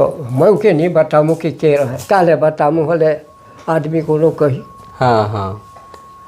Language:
Sadri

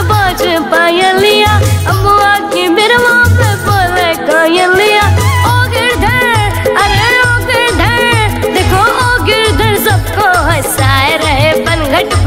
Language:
Bhojpuri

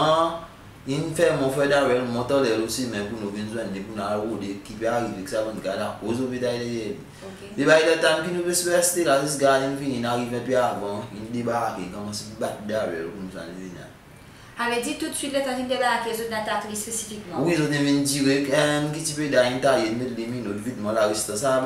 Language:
Seselwa Creole French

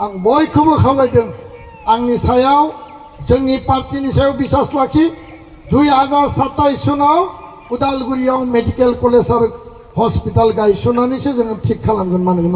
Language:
Bodo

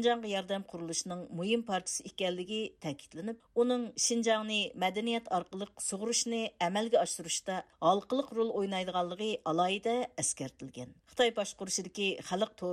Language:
Uyghur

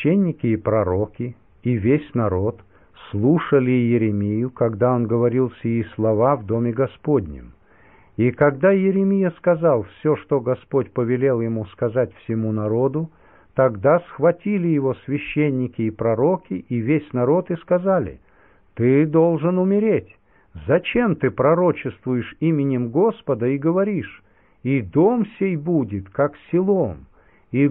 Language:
Russian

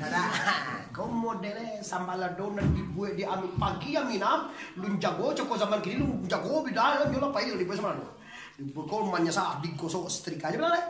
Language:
Minangkabau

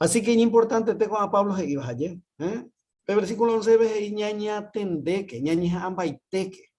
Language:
Guarani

